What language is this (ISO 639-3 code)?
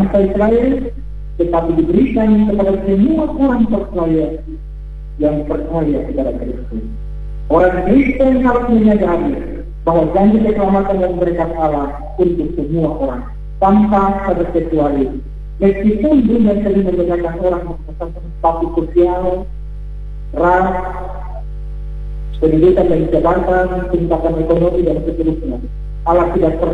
ind